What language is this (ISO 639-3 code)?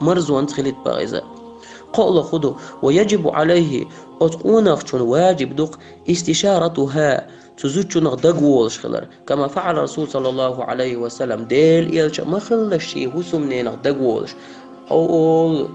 che